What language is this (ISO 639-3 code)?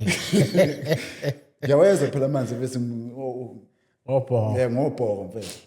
zul